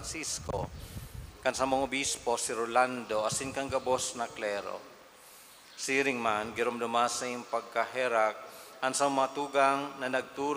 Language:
Bikol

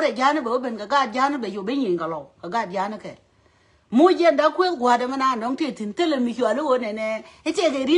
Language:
Nuer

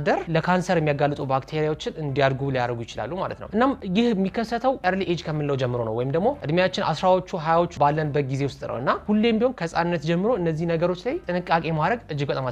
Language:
Amharic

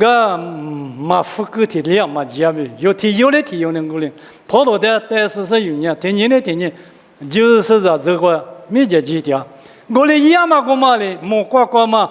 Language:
Lisu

